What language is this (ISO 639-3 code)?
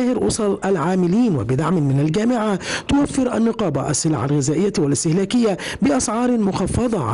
ara